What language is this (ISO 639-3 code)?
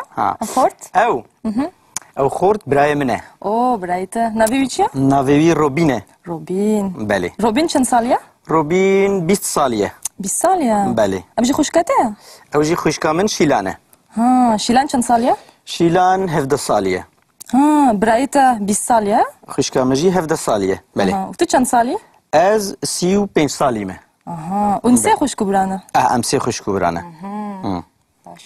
kur